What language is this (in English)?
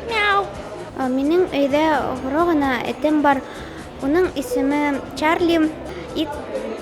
Bashkir